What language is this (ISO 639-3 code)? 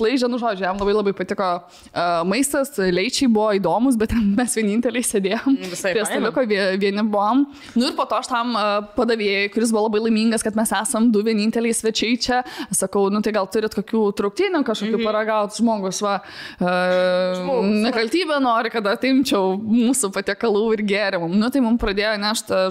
lit